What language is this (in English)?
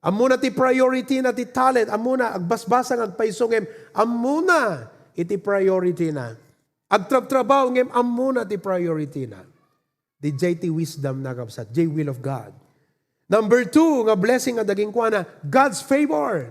Iloko